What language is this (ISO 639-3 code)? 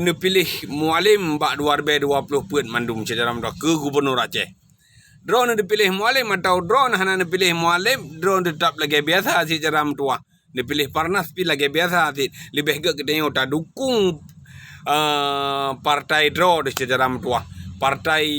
ace